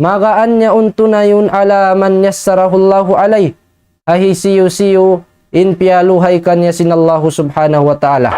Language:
Tausug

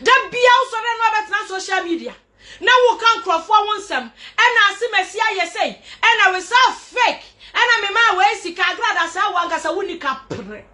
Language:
Akan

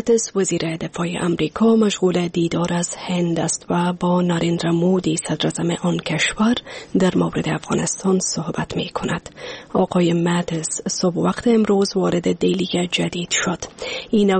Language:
Persian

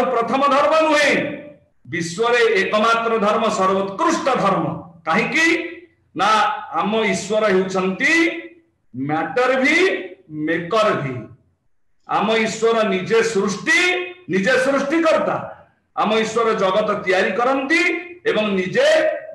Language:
Odia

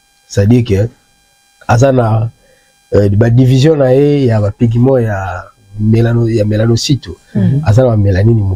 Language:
Lingala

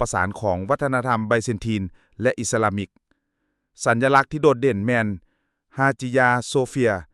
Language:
Lao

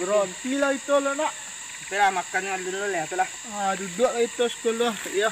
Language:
Minangkabau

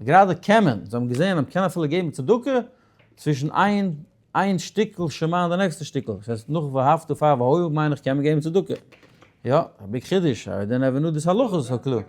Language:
Yiddish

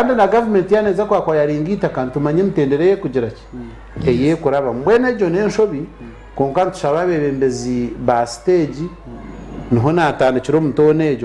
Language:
Nyankole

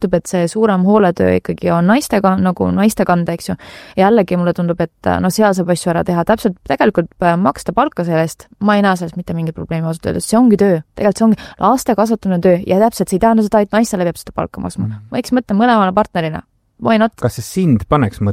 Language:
Estonian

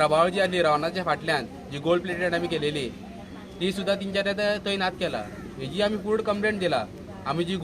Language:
Konkani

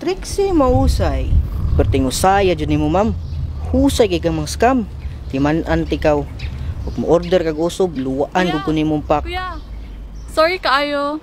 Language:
Cebuano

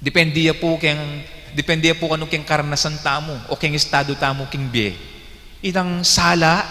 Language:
Pampanga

